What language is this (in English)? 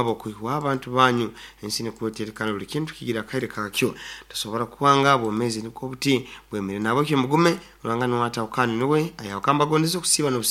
Nyoro